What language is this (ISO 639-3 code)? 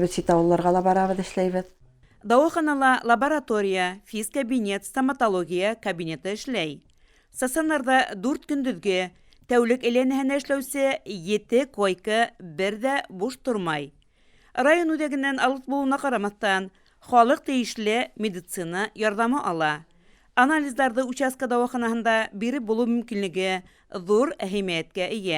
bak